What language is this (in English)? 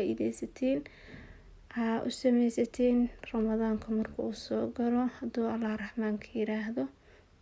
Somali